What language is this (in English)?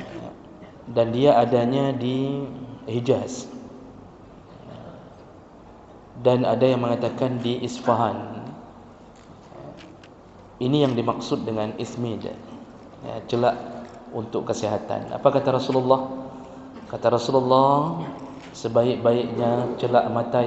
Malay